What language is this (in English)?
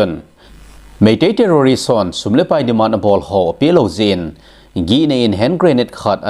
Thado Chin